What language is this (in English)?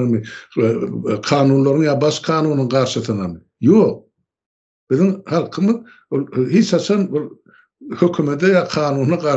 Turkmen